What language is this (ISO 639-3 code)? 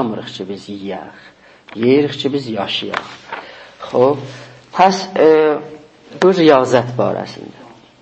azb